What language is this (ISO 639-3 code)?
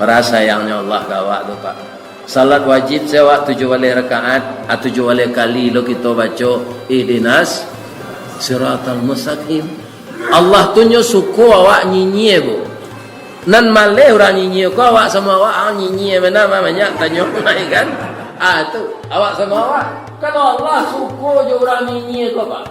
min